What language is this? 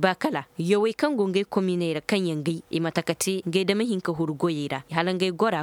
Koyraboro Senni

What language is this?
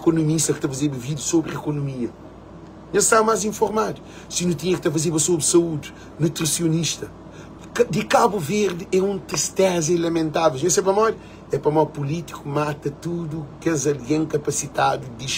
Kabuverdianu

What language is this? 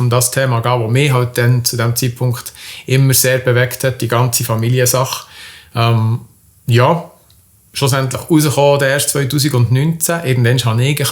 Swiss German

